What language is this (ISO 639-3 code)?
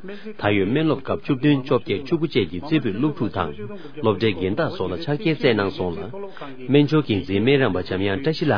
bod